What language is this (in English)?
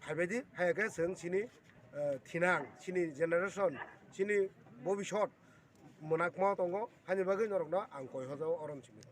Kok Borok